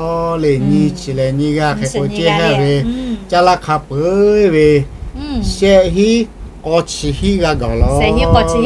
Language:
Lahu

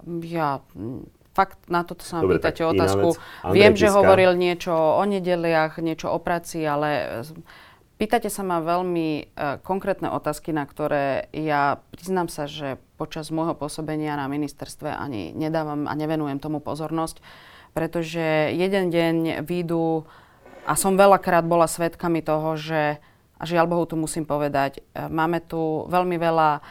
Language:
Slovak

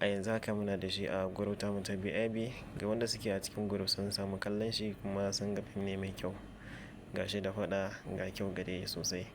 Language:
Hausa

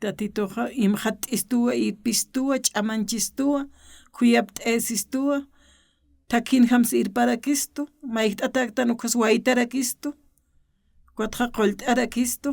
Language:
Aymara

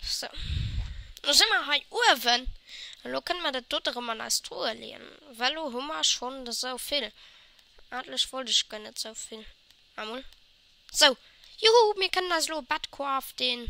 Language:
Luxembourgish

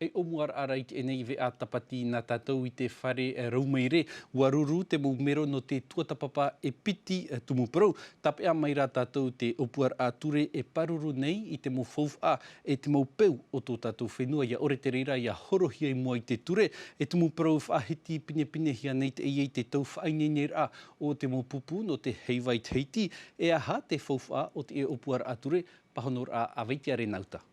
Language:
Tahitian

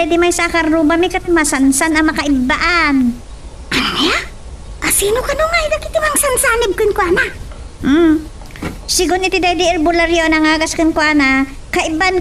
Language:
Iloko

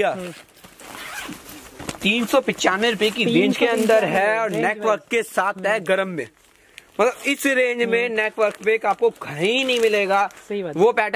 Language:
Hindi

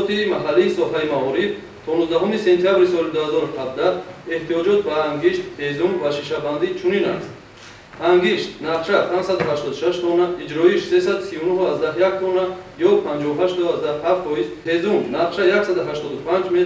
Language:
Tajik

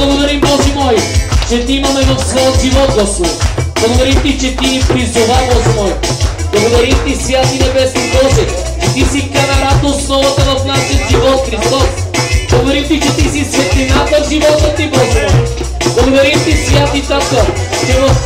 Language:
Bulgarian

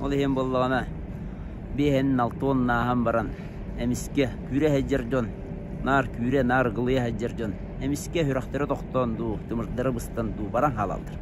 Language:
Yakut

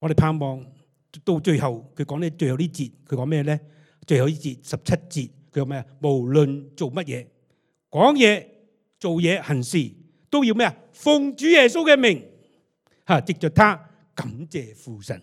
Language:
Cantonese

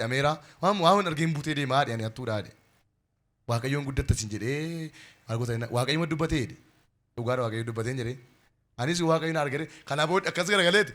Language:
Oromo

